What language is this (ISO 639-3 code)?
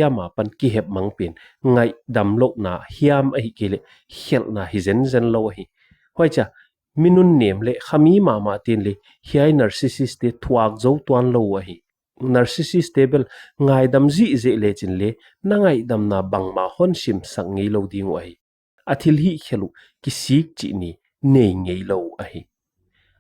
pck